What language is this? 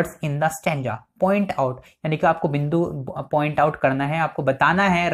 Hindi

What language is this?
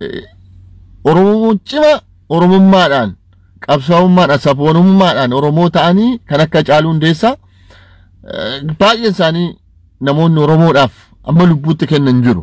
Oromo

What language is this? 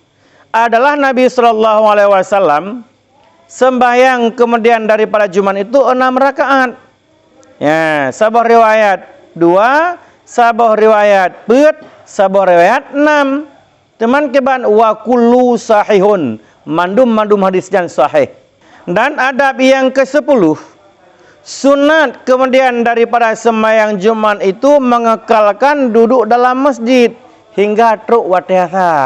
Achinese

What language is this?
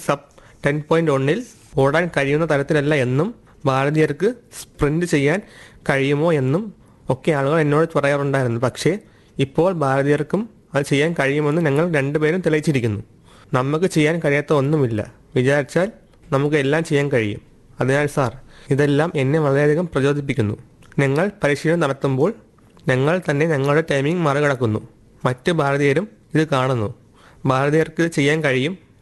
Malayalam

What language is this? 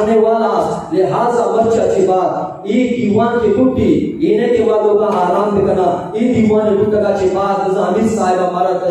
Eastern Balochi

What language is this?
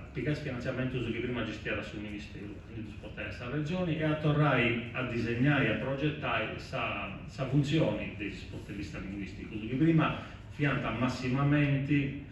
Sardinian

